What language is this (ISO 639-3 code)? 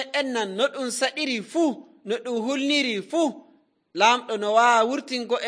fuv